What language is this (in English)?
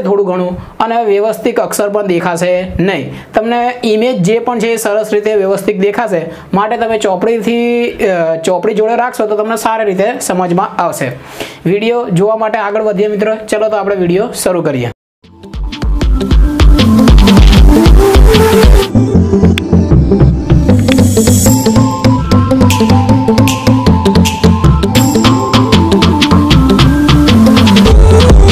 Gujarati